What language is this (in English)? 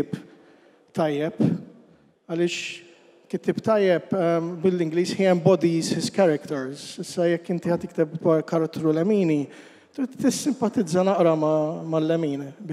Maltese